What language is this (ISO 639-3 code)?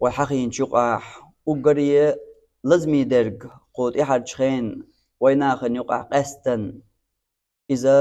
che